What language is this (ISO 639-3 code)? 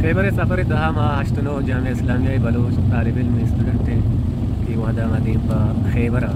bal